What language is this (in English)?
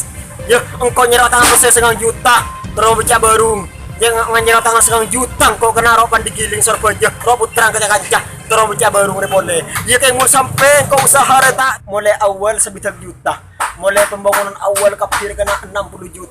Madurese